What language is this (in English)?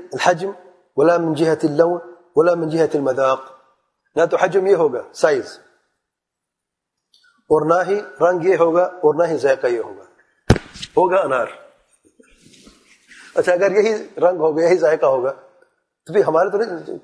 Urdu